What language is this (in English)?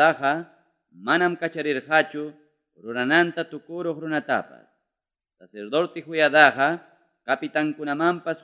Ayacucho Quechua